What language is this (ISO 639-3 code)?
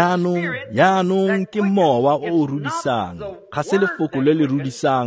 tsn